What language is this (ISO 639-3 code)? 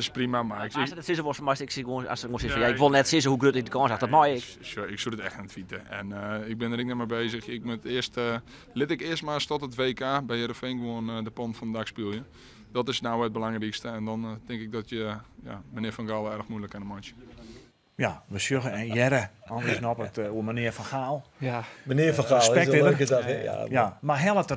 fry